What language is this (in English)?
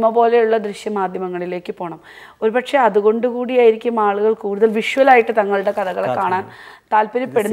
Malayalam